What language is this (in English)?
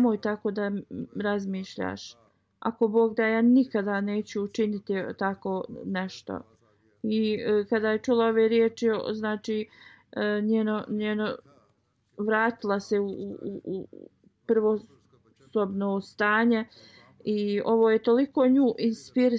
Bosnian